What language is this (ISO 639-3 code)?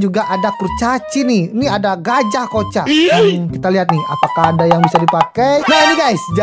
ind